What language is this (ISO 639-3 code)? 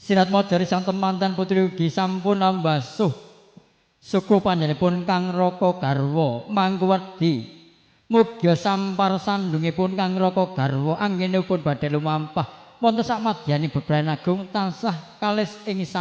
jav